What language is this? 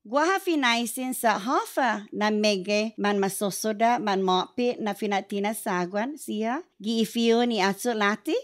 Chamorro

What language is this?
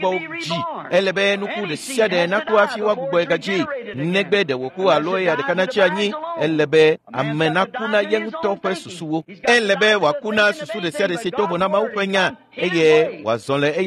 Ewe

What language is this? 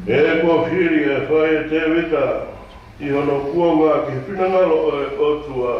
Tongan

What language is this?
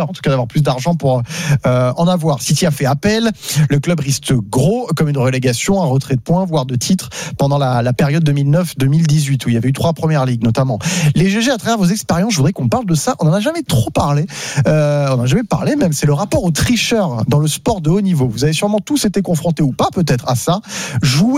French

